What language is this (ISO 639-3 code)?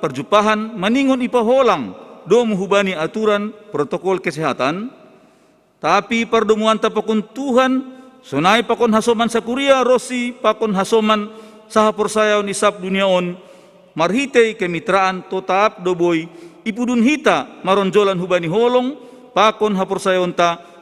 bts